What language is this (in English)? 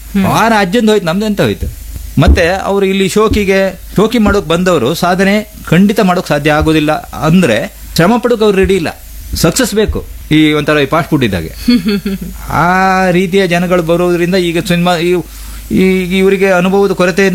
Kannada